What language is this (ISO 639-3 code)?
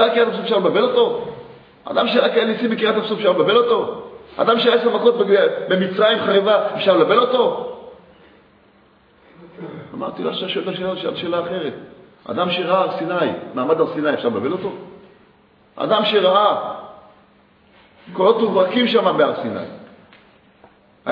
heb